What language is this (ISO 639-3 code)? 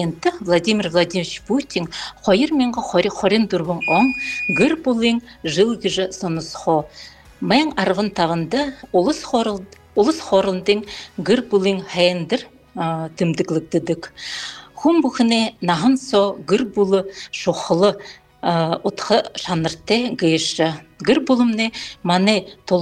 bua